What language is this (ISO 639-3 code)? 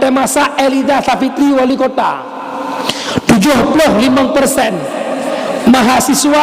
ace